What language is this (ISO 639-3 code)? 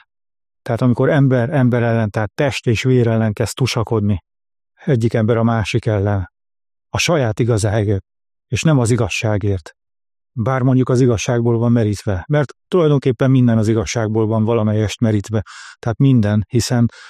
hun